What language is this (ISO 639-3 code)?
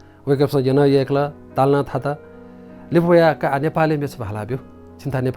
new